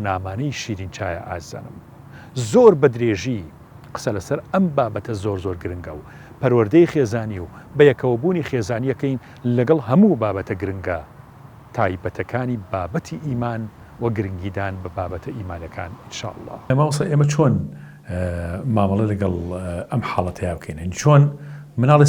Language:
Central Kurdish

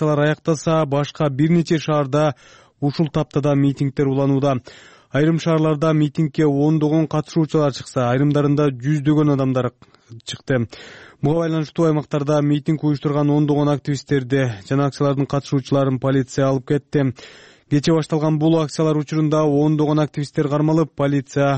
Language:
Kyrgyz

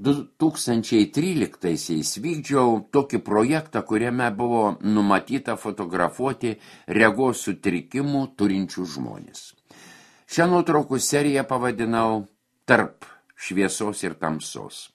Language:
Lithuanian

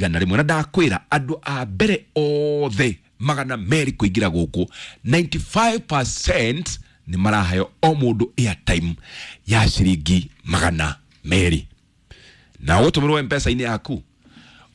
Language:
Kikuyu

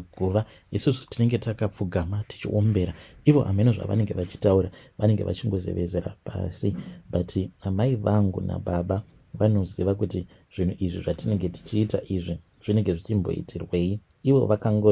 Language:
Shona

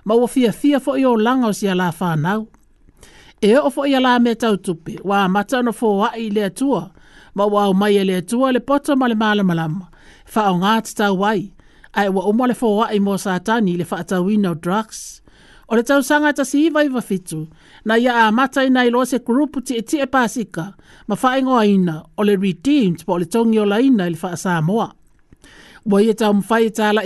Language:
Samoan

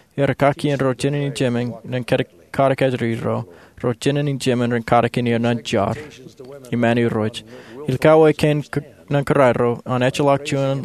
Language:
Marshallese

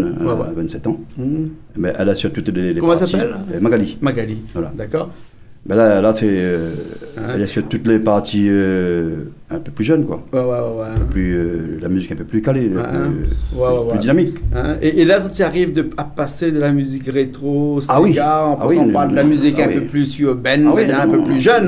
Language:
Réunion Creole French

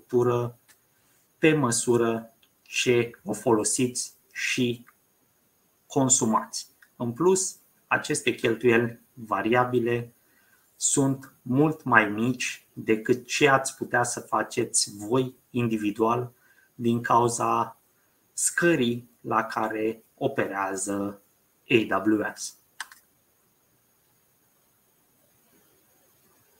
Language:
Romanian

